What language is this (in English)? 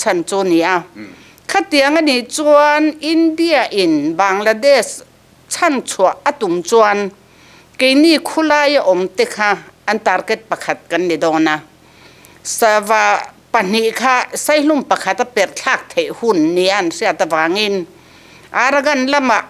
Mizo